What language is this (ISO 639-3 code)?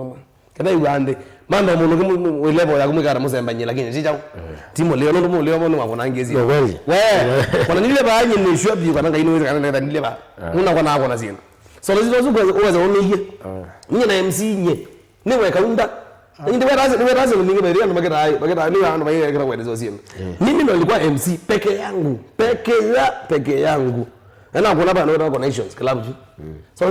kam